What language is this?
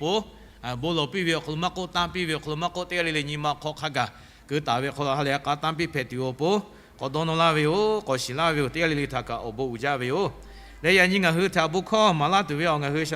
Lahu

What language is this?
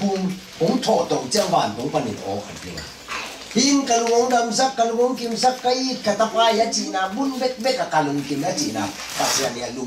Tedim Chin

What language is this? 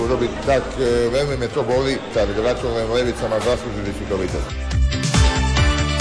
Slovak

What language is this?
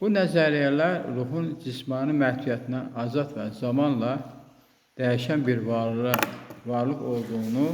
Azerbaijani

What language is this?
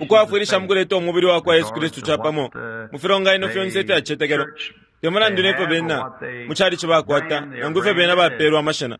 Bemba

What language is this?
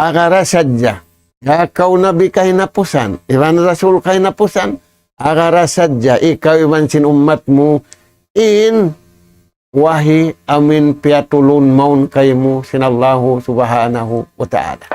Tausug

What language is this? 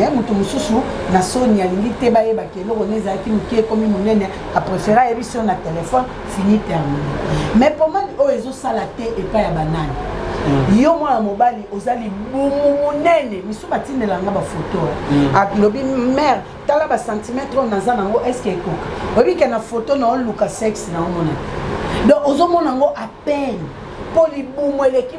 Lingala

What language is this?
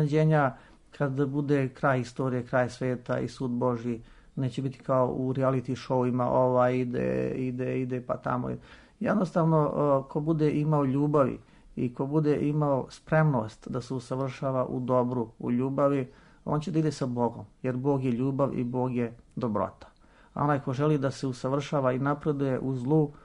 Serbian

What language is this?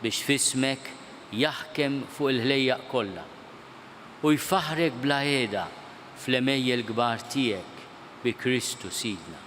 Maltese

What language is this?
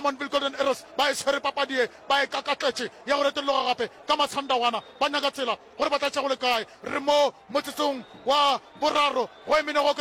Northern Sotho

